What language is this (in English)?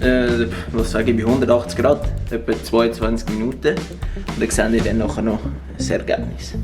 Swiss German